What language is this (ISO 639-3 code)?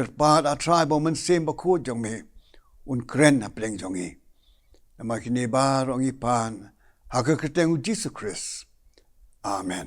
kha